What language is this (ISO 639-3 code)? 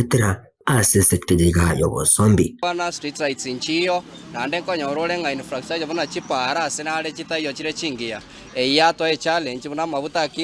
guz